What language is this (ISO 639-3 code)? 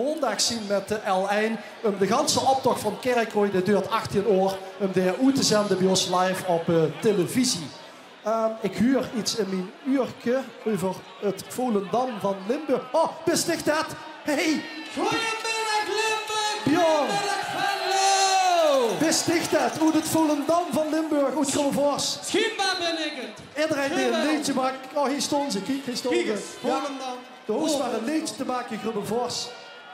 lim